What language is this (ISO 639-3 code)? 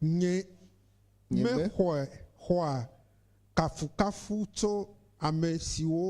ewe